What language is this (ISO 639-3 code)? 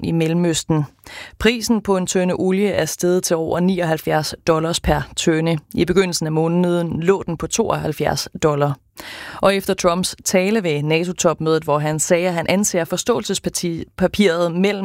dan